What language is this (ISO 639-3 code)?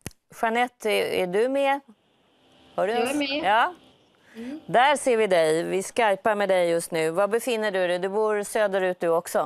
swe